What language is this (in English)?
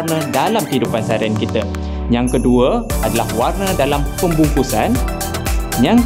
Malay